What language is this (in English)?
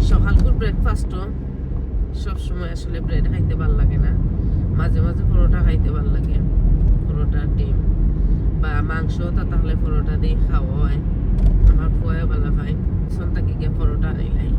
Sylheti